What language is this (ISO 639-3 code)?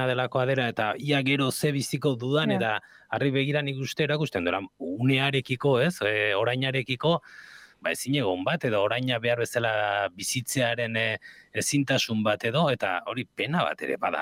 eus